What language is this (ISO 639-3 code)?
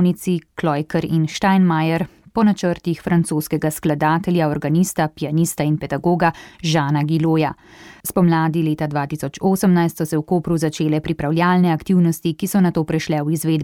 slv